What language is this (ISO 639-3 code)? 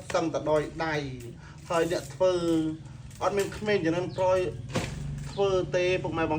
khm